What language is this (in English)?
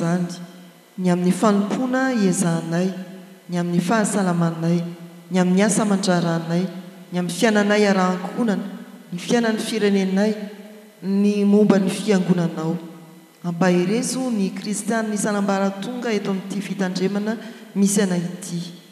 Malagasy